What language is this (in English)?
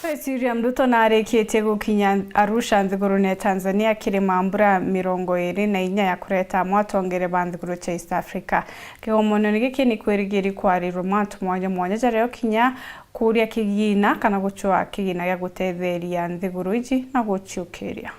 Meru